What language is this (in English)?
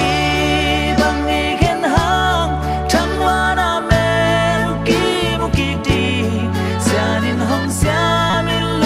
Tedim Chin